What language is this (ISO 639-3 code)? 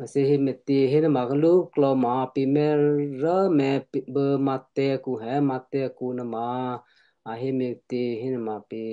kyu